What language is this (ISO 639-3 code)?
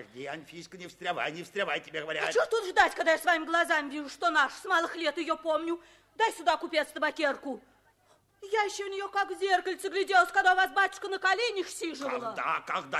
rus